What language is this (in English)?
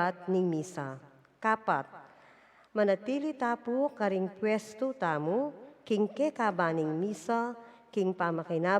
Pampanga